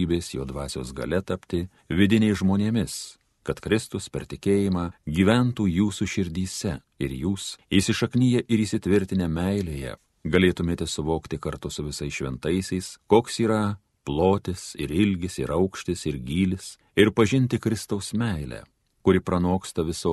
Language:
Lithuanian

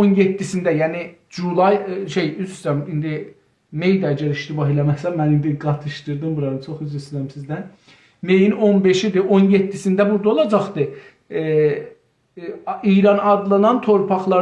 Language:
South Azerbaijani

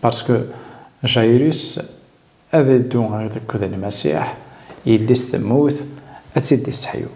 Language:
Kabyle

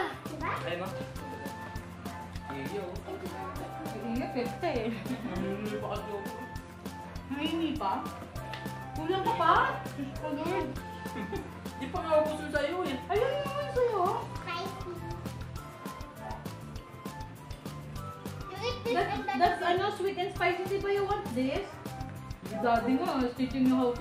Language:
Filipino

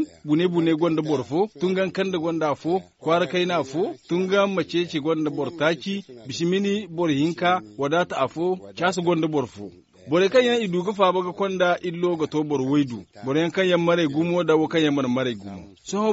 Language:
Zarma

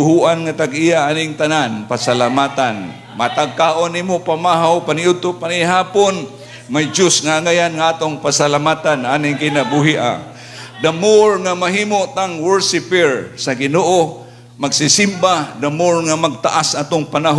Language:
Cebuano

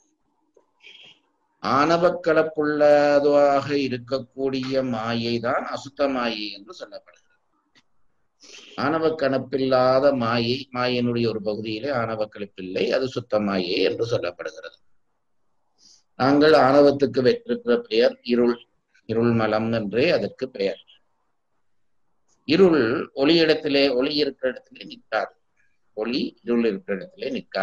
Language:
Tamil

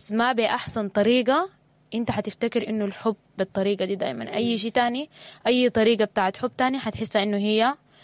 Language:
Sudanese Arabic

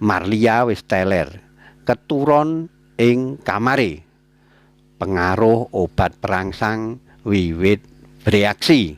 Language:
Javanese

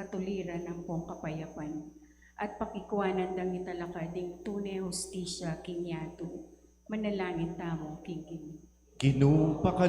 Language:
Pampanga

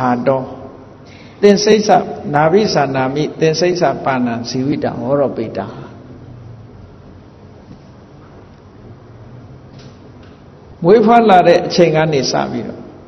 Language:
Burmese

